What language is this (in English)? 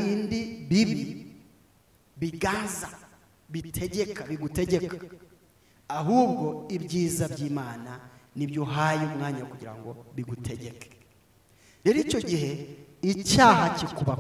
Kinyarwanda